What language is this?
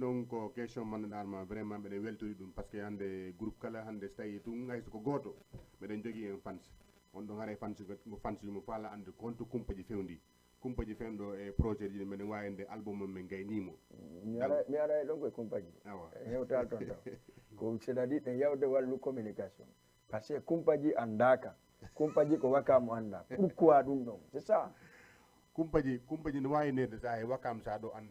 Fula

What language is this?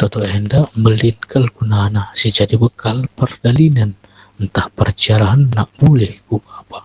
Batak Karo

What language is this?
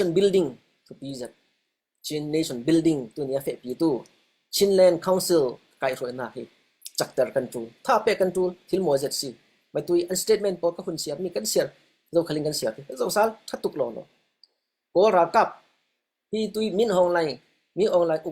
Falam Chin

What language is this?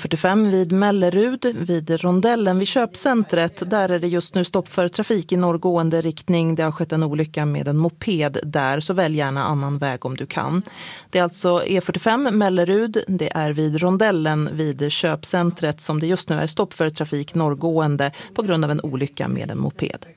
Swedish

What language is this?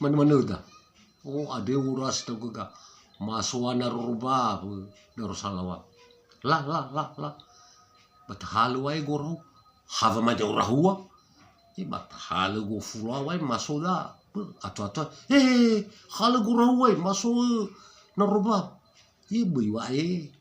Nias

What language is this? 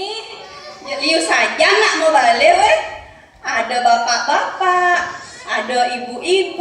Balinese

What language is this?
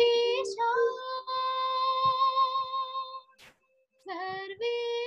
Telugu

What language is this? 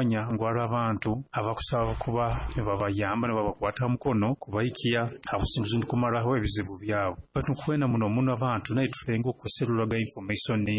Nyoro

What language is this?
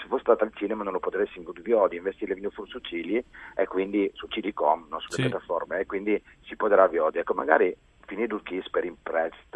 Friulian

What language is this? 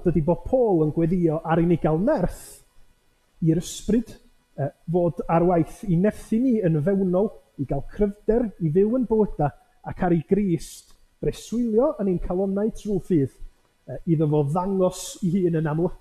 Welsh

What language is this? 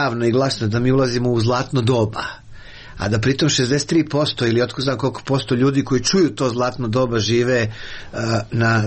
Croatian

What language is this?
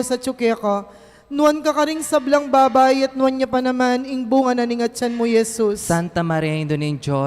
Pampanga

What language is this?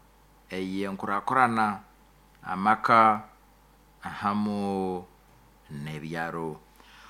Nyoro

